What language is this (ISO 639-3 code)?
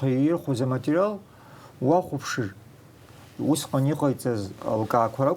abk